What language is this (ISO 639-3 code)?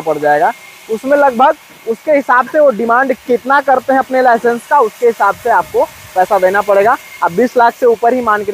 hin